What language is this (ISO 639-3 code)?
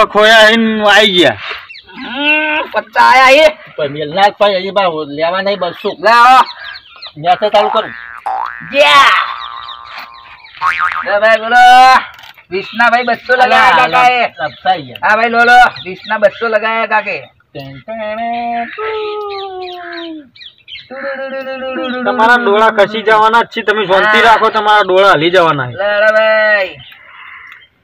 guj